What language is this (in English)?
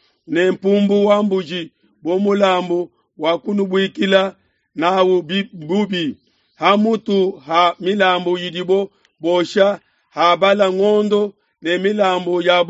Luba-Lulua